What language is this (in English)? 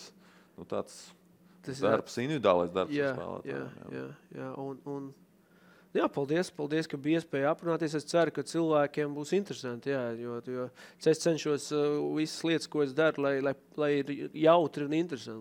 Latvian